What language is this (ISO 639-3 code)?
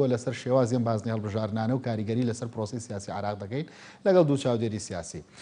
ckb